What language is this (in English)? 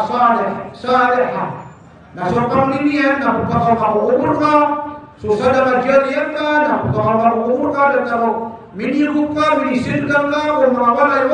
Maranao